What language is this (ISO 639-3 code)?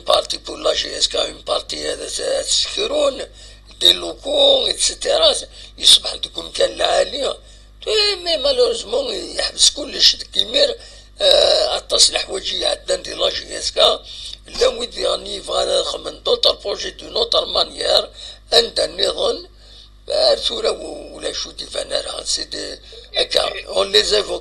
kab